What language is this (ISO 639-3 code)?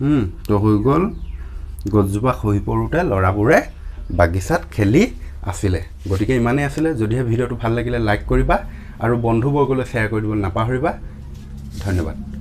asm